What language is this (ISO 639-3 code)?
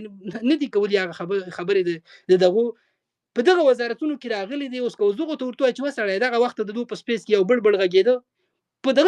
pus